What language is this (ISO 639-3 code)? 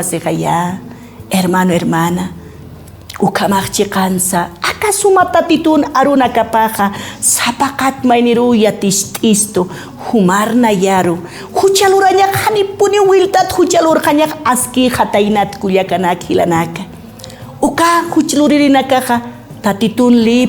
aym